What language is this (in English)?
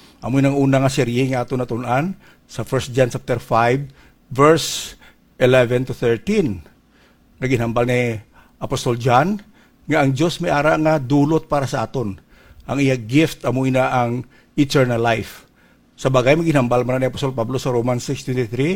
Hiligaynon